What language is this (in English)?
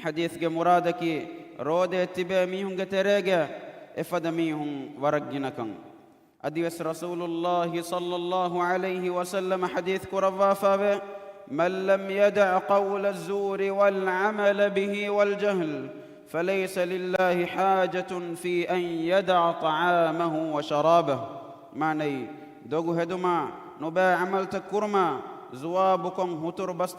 Divehi